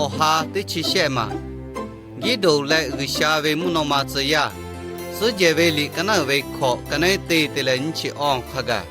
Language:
Lahu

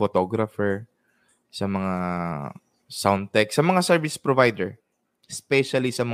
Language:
Bikol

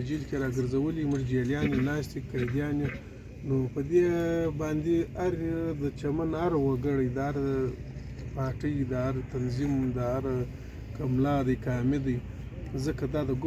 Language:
Pashto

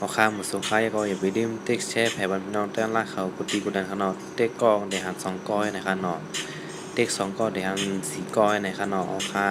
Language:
Shan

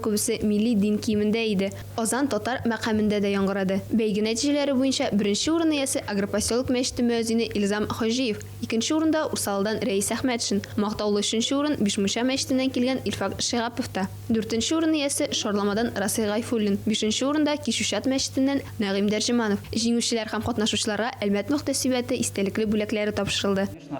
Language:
Tatar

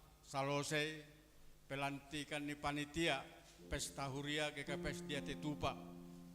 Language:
Batak Simalungun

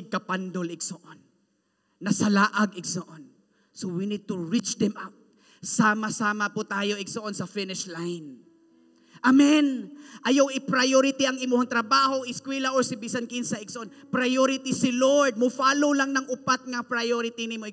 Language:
Cebuano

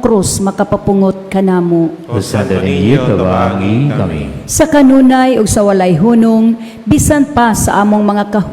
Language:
Cebuano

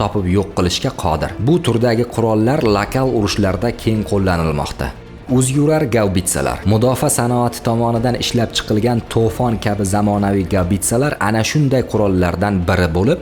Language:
Uzbek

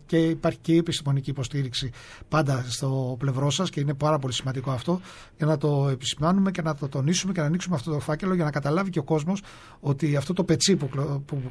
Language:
Greek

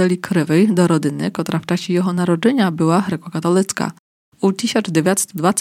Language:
Polish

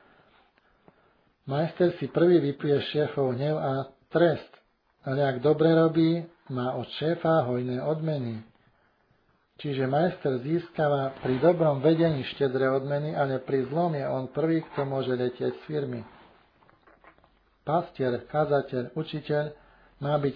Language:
Slovak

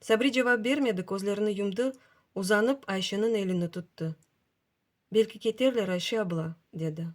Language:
Crimean Tatar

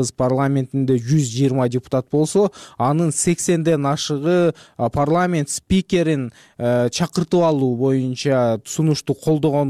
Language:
Kyrgyz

